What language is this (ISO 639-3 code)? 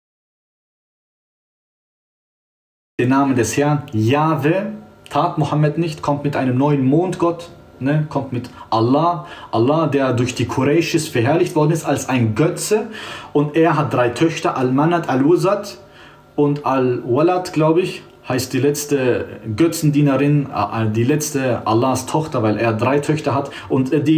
deu